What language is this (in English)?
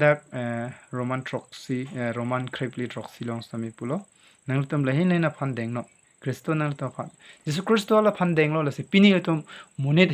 Karbi